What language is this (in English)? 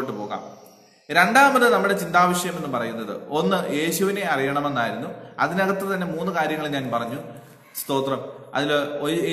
Malayalam